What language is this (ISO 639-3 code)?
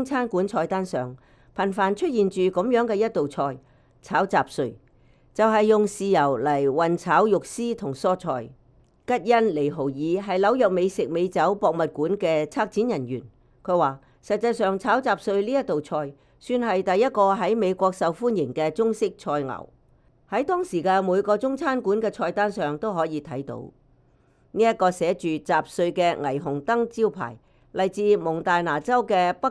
yue